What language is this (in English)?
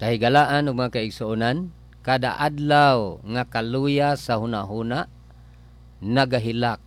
Cebuano